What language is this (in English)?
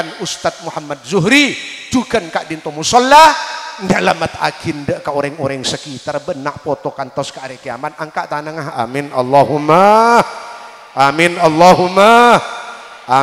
Madurese